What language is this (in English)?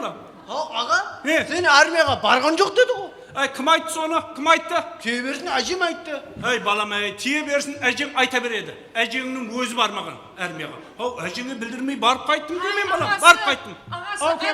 Kara-Kalpak